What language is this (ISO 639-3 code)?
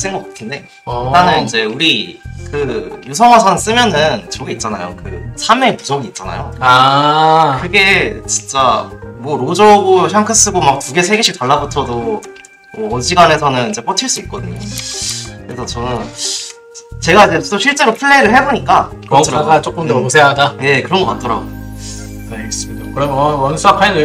kor